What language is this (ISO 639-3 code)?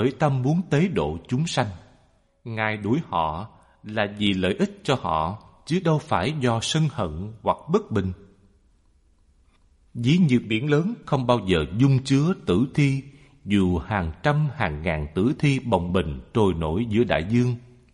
vie